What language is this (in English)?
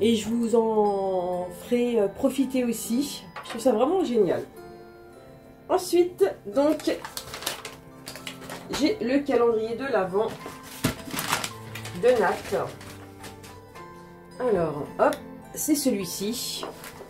French